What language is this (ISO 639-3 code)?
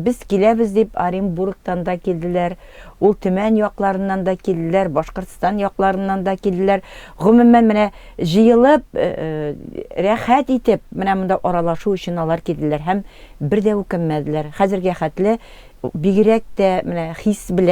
tat